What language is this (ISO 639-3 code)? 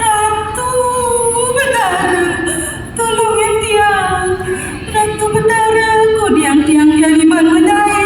ban